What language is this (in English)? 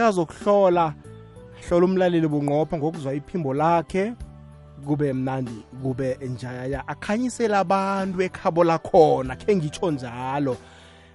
South Ndebele